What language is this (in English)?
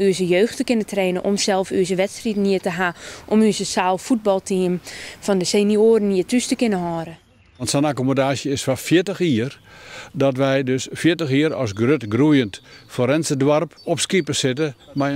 Western Frisian